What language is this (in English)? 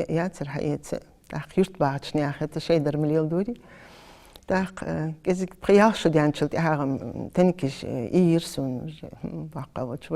Ingush